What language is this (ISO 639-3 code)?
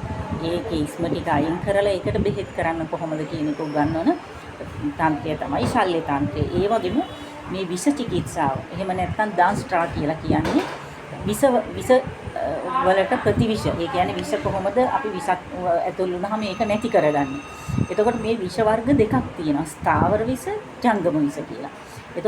sin